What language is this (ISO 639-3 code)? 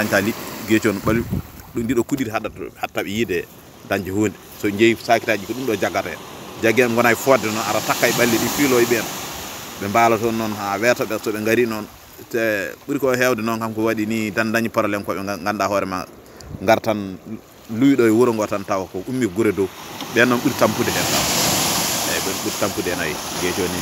ful